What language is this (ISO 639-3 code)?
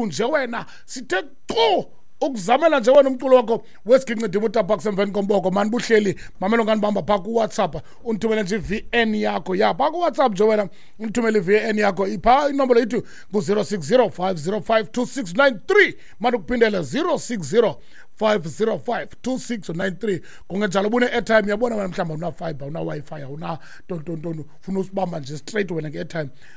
xho